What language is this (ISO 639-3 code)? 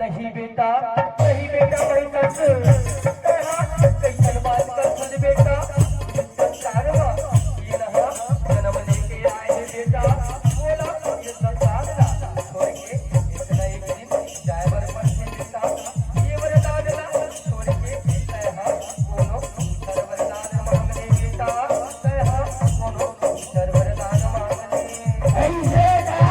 hne